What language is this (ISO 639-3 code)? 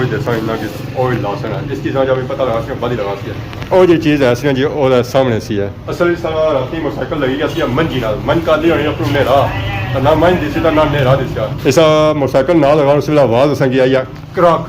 phr